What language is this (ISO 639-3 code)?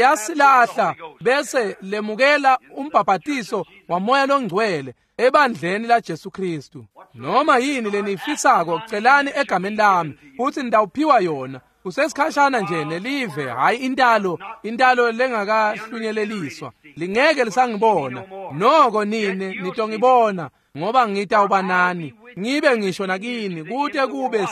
ssw